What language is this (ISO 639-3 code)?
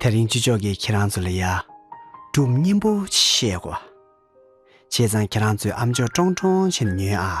bod